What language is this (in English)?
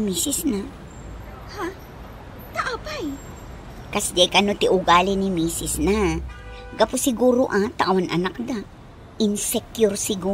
Iloko